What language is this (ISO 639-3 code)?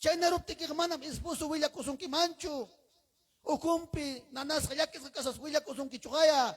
quy